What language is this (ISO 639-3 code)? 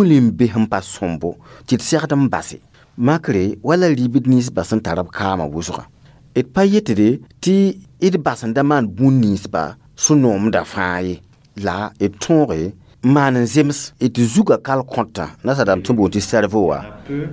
mos